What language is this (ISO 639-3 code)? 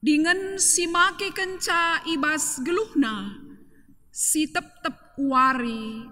btx